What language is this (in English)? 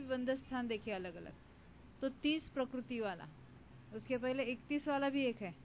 Hindi